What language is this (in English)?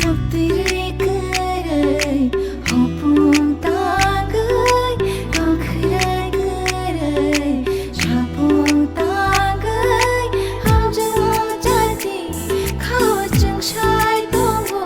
Kok Borok